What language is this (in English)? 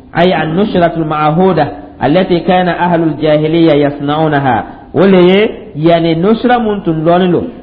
Dyula